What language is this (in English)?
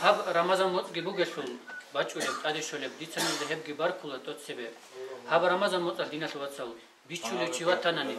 Avaric